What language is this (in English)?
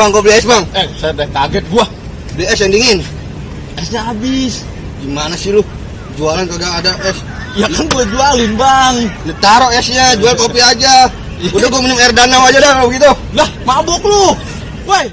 Betawi